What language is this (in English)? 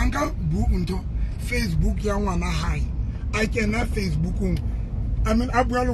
Tswana